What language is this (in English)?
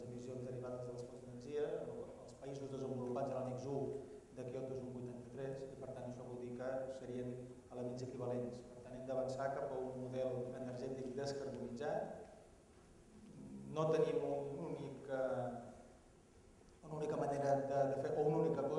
Catalan